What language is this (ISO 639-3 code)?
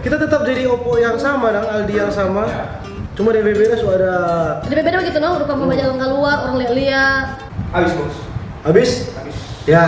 xmm